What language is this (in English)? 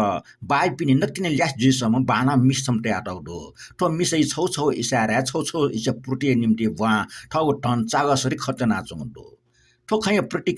Newari